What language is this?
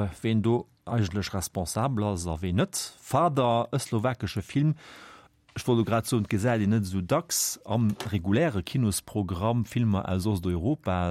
Luxembourgish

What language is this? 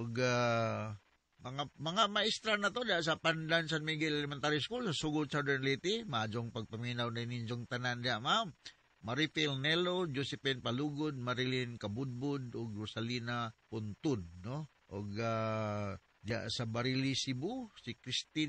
Cebuano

